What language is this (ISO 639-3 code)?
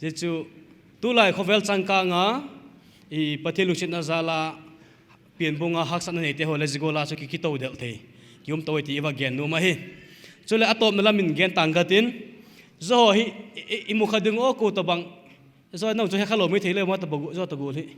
pck